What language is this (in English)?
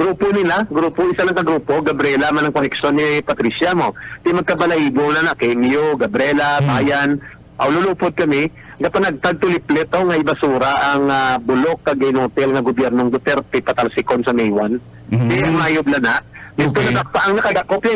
Hiligaynon